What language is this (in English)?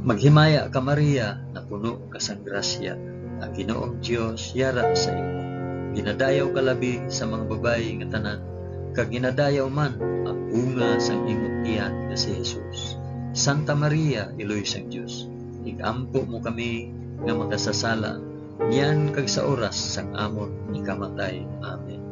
Hiligaynon